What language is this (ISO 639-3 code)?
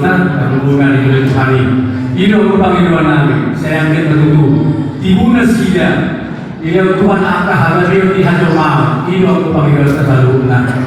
bbc